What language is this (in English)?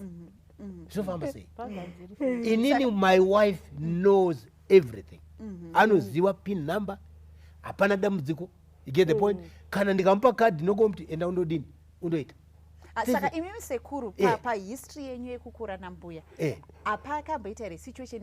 Shona